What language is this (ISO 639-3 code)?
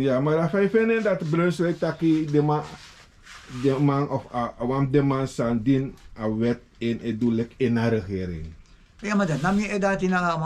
srn